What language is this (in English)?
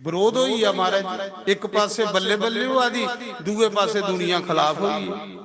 Dogri